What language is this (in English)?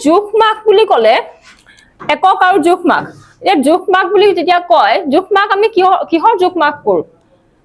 Assamese